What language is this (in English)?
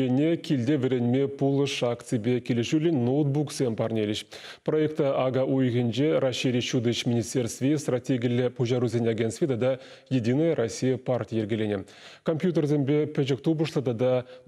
Chuvash